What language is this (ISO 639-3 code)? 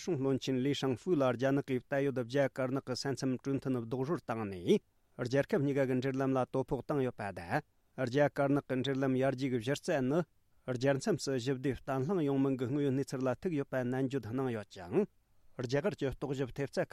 bod